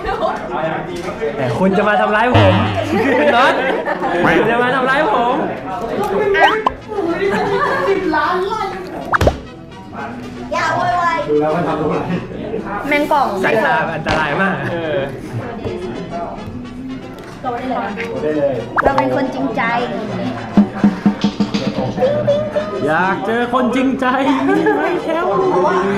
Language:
Thai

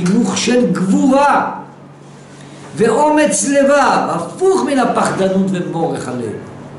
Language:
Hebrew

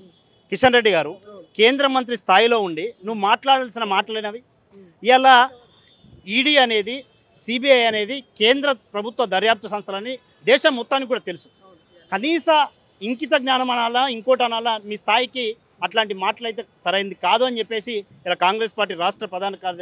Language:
Telugu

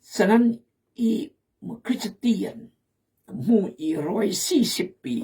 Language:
Khmu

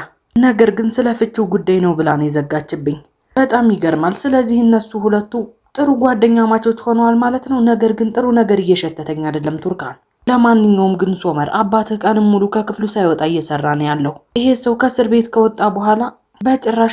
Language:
Amharic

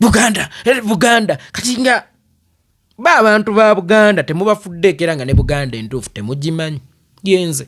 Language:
Ganda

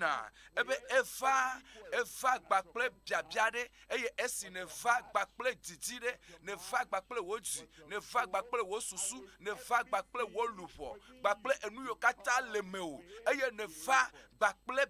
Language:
Ewe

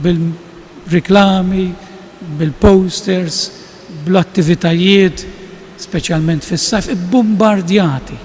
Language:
Maltese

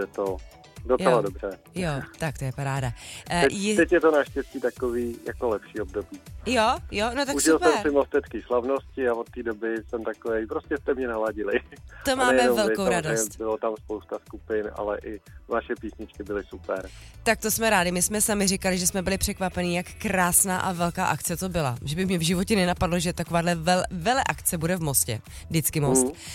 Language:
Czech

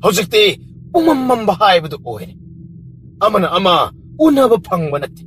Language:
Manipuri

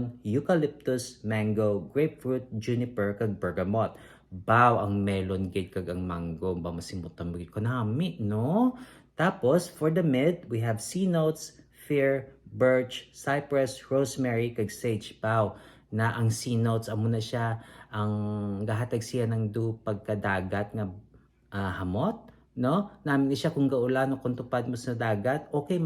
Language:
Hiligaynon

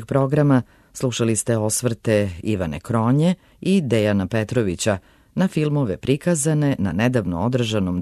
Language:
Serbian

